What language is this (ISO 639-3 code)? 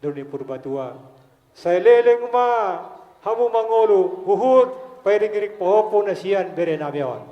bbc